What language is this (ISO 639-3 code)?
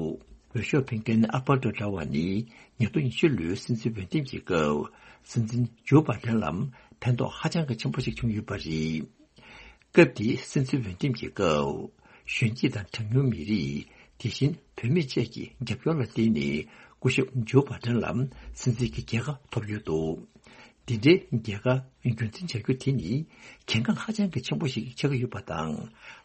bod